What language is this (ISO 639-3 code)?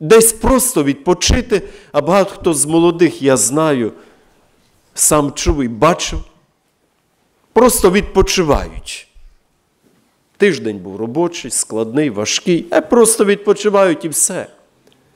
ukr